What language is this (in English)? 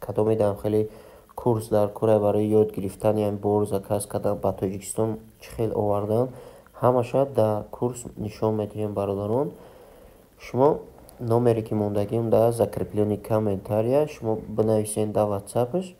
Tajik